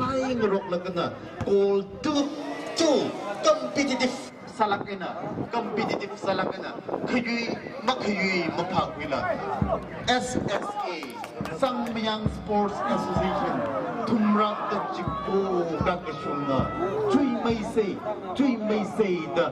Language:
Tangkhul Naga (India)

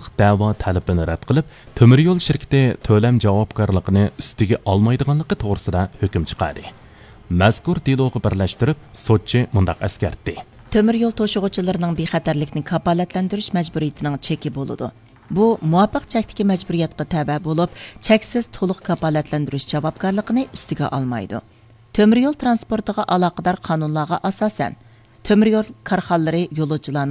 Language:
Uyghur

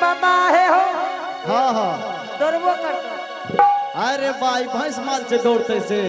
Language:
Angika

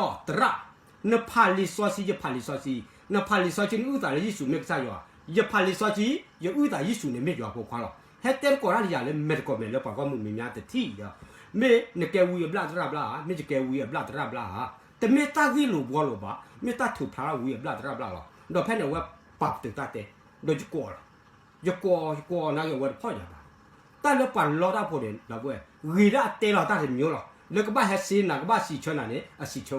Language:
S'gaw Karen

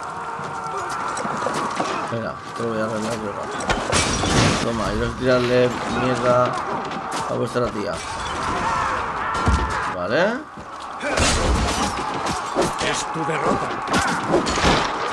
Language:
Spanish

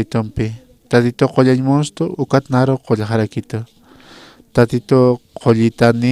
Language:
Aymara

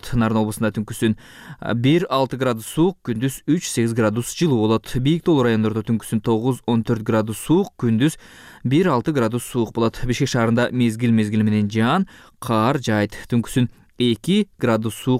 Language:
Kyrgyz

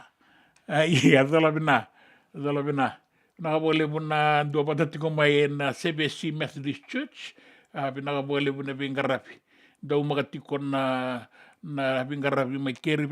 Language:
Fijian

